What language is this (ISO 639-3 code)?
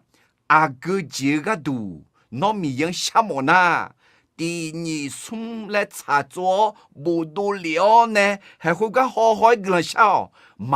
ahk